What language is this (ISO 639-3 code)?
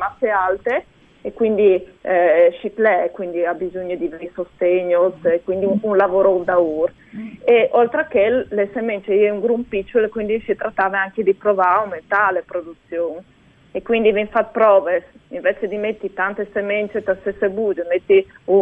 fur